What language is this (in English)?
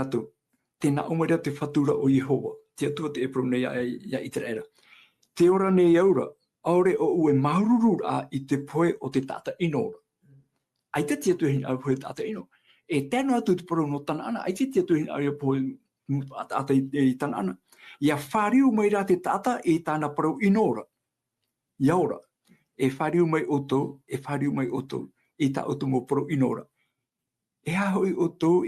Tahitian